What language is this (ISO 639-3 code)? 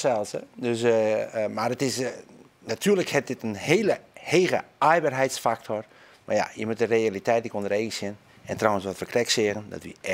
fry